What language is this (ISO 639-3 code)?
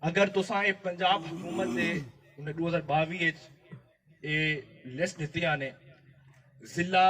skr